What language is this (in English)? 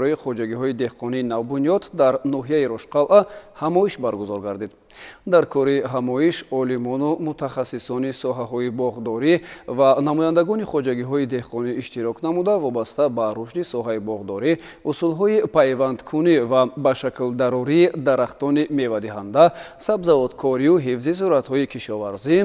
Tajik